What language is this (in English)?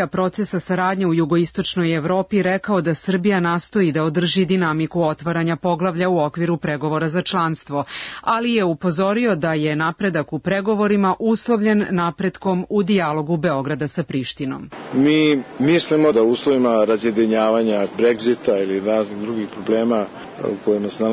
Serbian